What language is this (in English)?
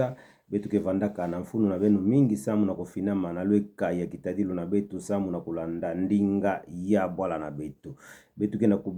Kituba (Democratic Republic of Congo)